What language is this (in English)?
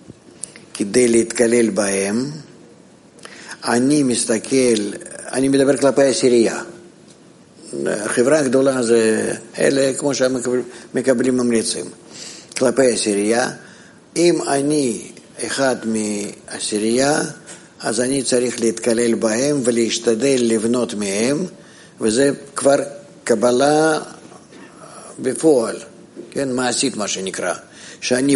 Hebrew